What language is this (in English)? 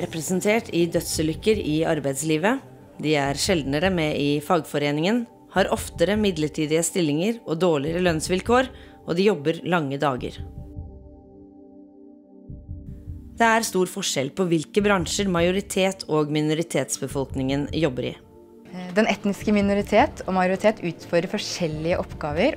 Norwegian